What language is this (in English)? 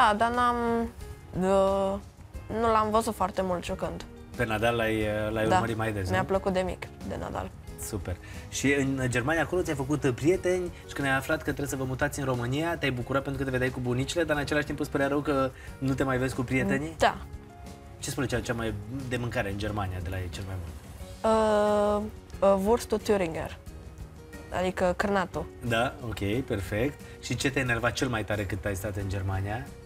Romanian